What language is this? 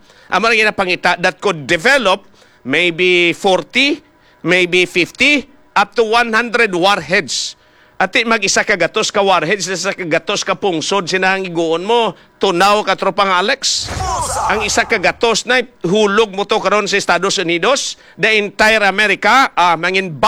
Hiligaynon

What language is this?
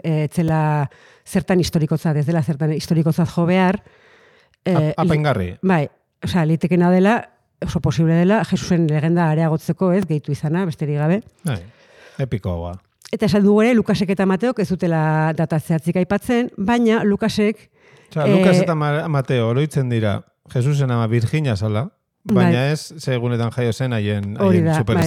Basque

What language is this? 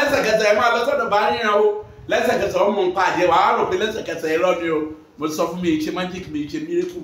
Yoruba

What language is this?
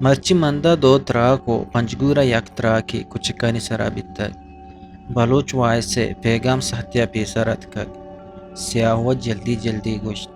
Eastern Balochi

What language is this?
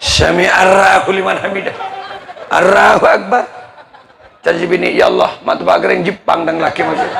Madurese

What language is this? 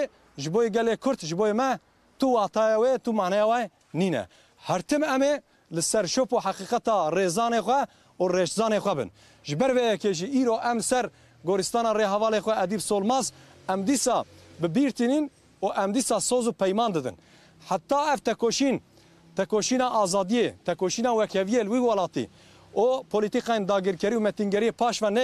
Kurdish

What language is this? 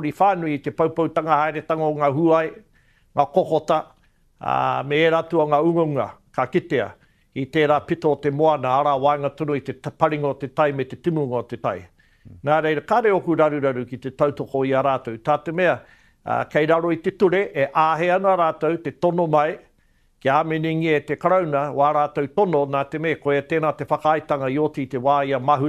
Māori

